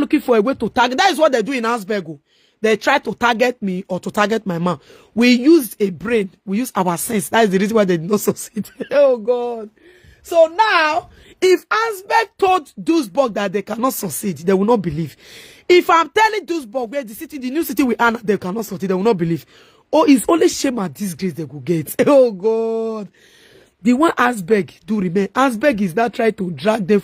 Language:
Nigerian Pidgin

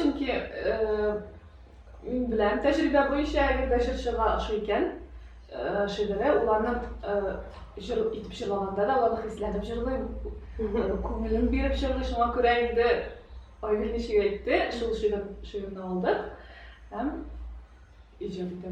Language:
Tatar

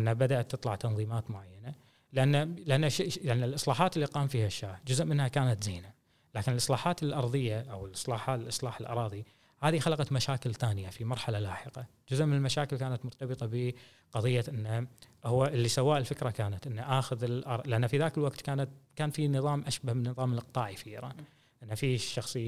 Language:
Gulf Arabic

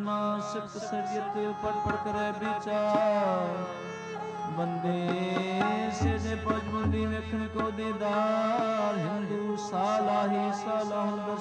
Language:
Punjabi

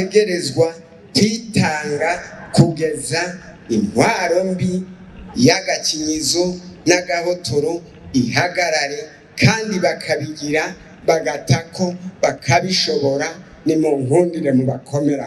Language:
Rundi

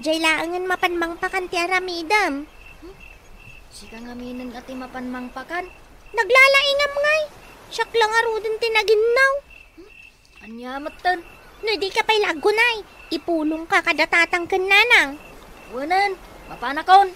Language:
Iloko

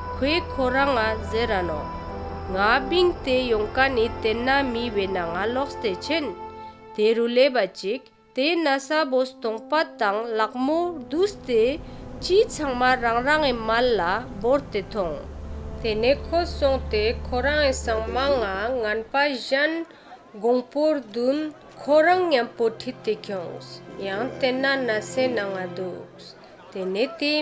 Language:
Ladakhi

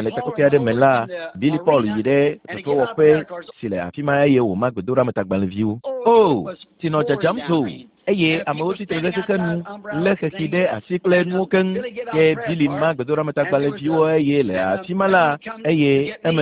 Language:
Ewe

